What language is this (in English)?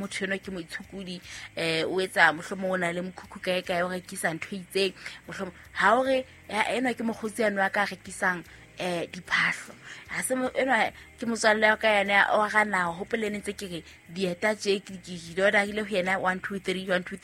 Southern Sotho